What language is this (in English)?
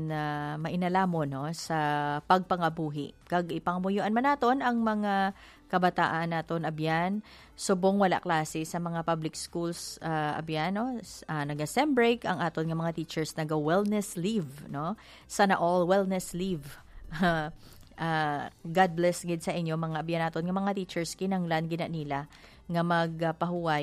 Hiligaynon